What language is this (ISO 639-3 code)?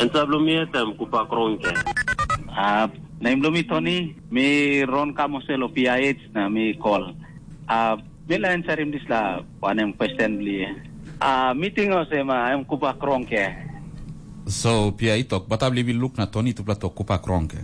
tpi